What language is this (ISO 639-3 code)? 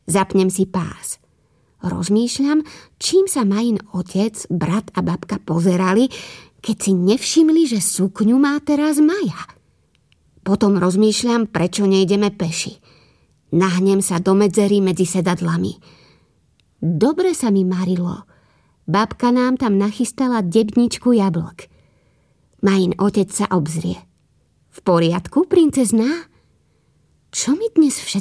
slk